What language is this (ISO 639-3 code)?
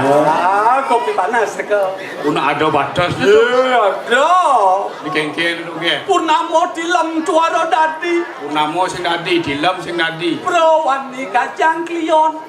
ban